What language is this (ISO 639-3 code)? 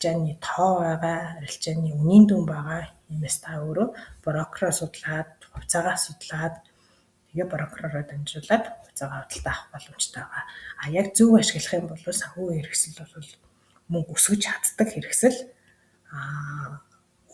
mon